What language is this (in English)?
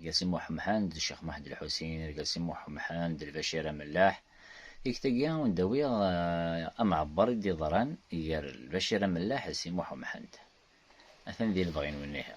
Kabyle